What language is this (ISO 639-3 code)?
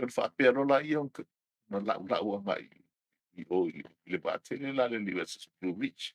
smo